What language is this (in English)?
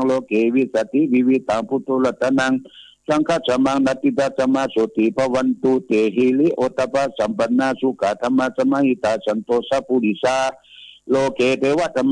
Pali